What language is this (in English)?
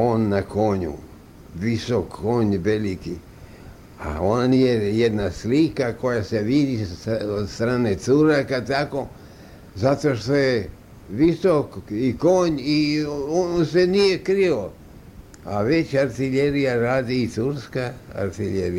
Serbian